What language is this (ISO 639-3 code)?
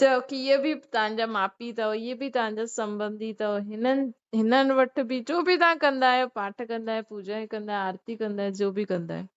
snd